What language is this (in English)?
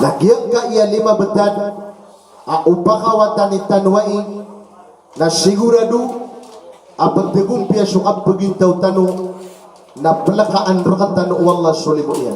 Maranao